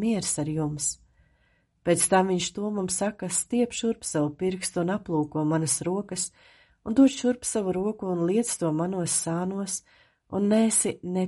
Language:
Latvian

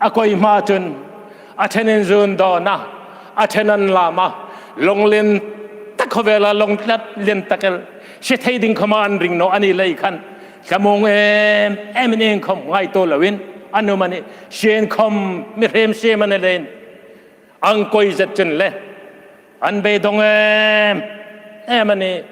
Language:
Hmar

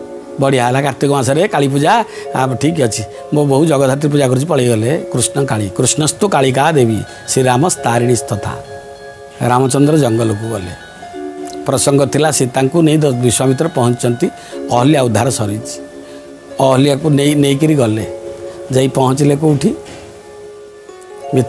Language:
Odia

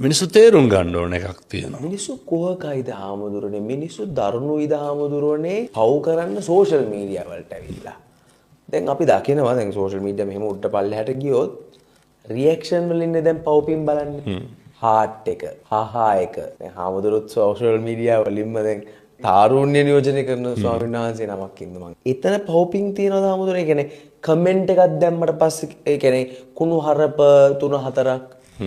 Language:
Sinhala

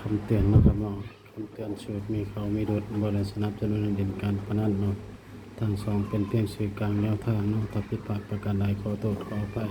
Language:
Northeastern Thai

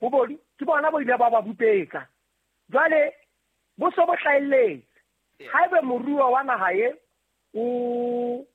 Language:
Southern Sotho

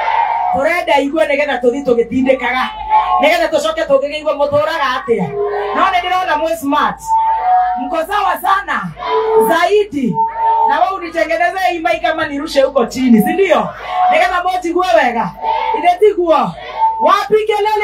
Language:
Kikuyu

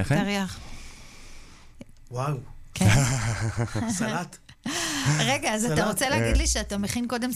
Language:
Hebrew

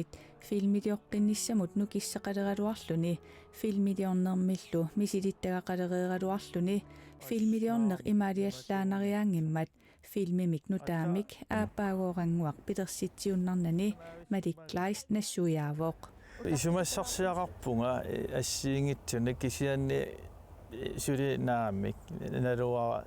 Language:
Kalaallisut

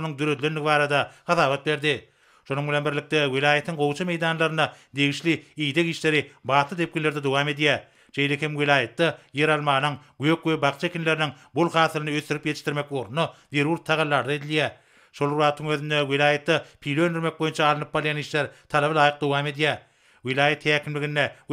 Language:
Turkmen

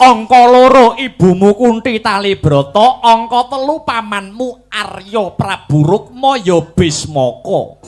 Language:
Javanese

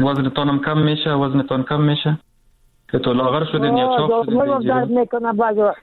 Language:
Persian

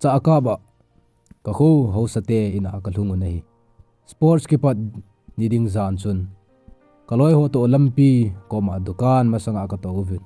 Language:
Thado Chin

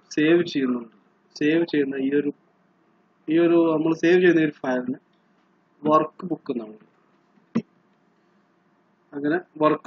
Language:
Malayalam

